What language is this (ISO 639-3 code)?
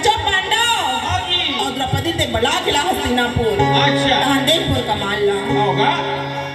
hne